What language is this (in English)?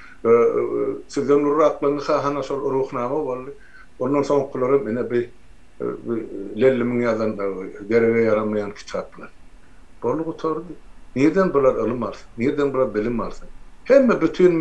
Turkmen